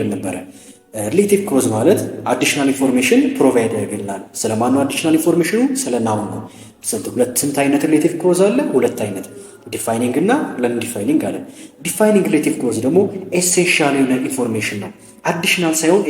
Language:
Amharic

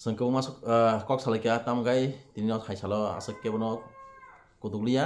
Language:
Kok Borok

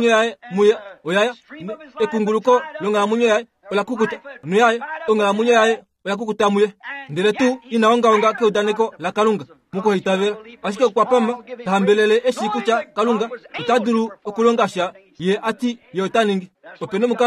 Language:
Kuanyama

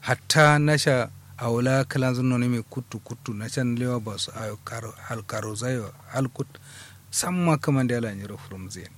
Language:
Kanuri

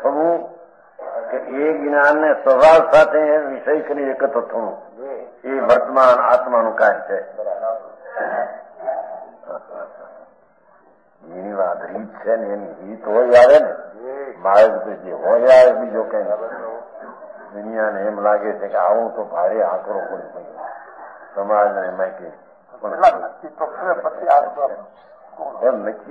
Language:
Gujarati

